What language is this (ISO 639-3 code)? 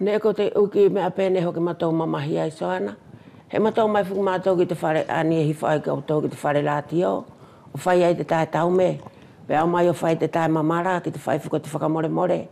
wls